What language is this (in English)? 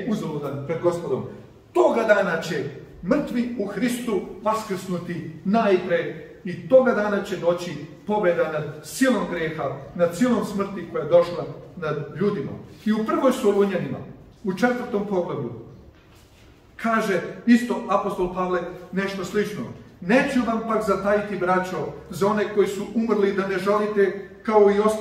Serbian